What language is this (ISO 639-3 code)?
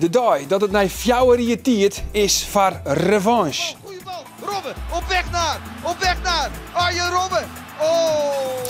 fry